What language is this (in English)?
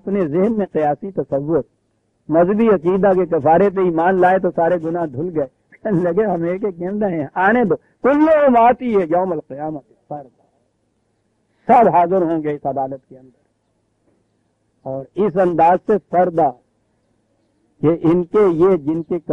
Urdu